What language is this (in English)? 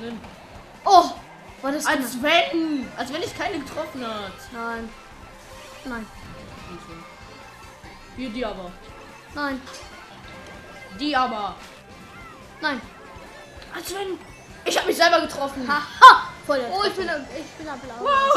German